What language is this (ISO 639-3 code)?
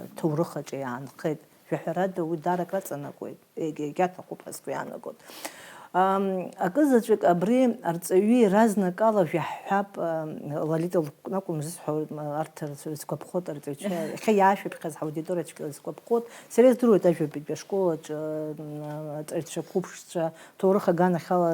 abk